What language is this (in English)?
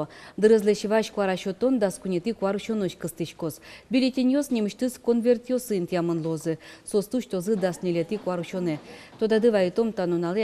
Udmurt